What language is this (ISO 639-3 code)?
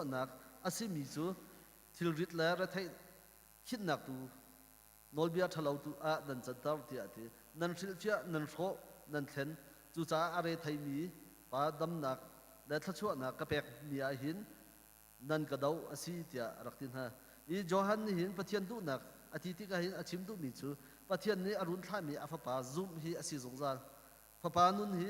cnh